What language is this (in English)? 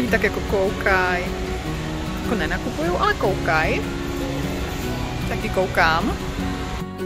Czech